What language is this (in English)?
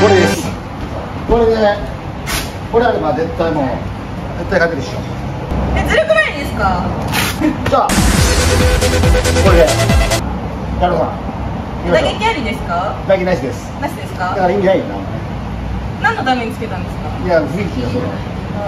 Japanese